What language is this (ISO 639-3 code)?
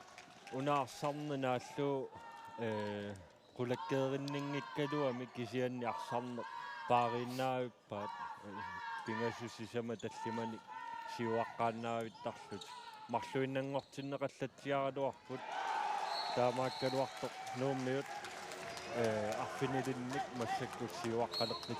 kal